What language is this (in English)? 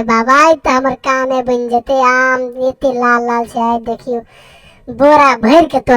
Maithili